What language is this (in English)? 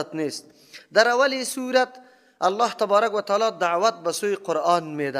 Persian